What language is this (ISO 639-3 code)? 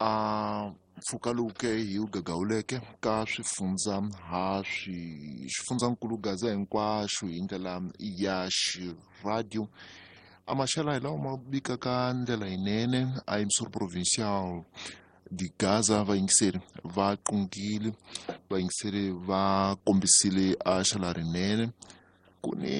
tso